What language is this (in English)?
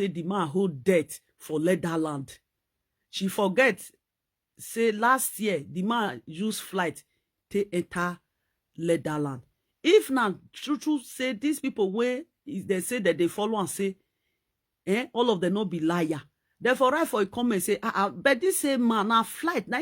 Nigerian Pidgin